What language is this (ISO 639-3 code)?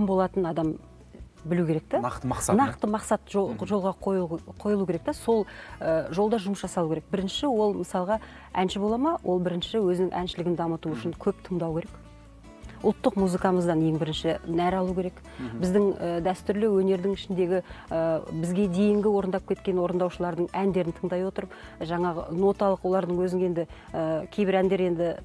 kaz